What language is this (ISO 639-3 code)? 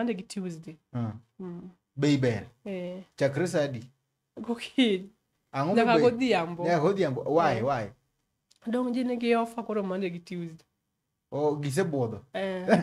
luo